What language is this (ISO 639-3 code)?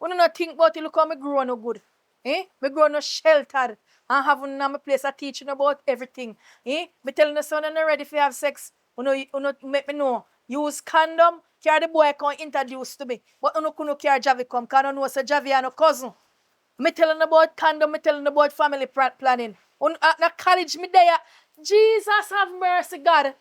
jam